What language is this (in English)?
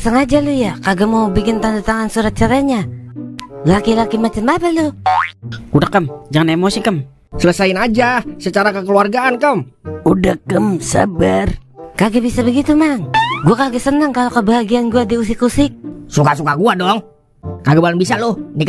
Betawi